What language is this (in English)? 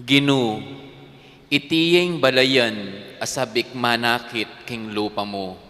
Pampanga